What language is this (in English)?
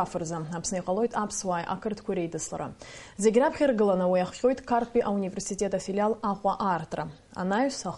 Abkhazian